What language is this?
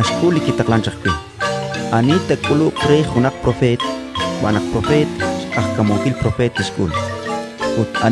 Kekchí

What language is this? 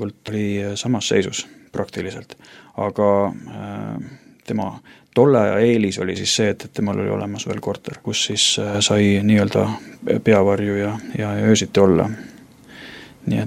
Estonian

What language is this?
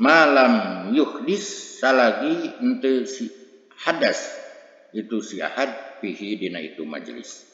Sundanese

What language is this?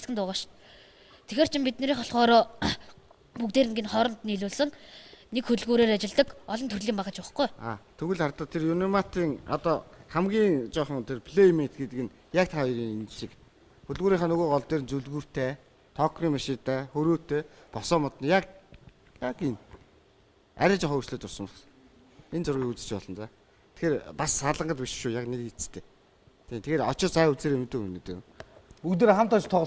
Mongolian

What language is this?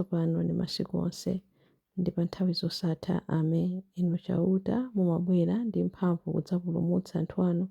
Nyanja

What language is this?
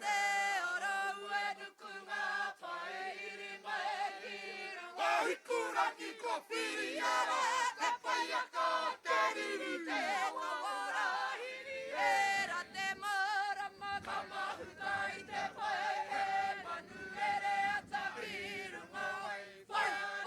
Māori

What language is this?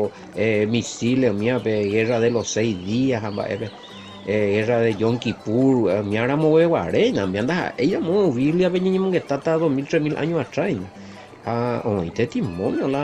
Guarani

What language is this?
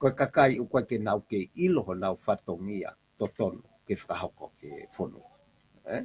Tongan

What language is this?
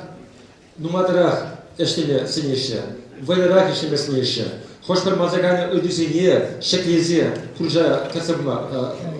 Chuvash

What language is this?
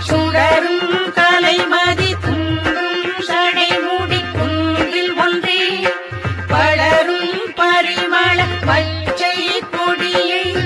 Tamil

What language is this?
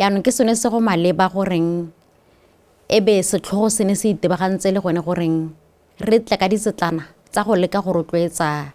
Tswana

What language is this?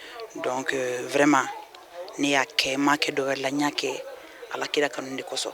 Bambara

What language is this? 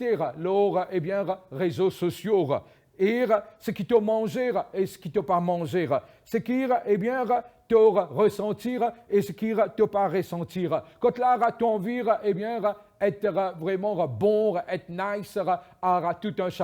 Morisyen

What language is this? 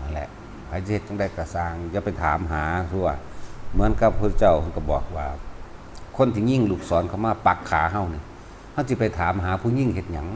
Northeastern Thai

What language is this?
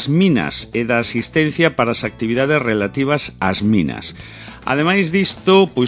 Galician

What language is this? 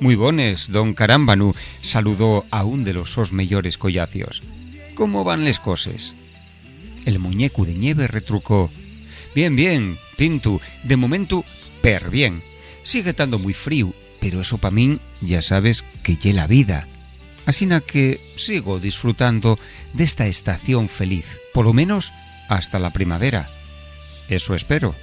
Asturian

